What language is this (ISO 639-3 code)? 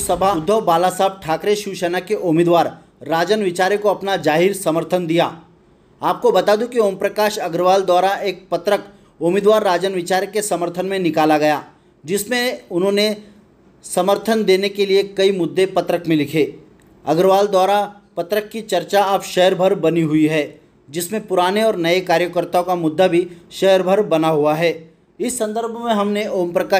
hin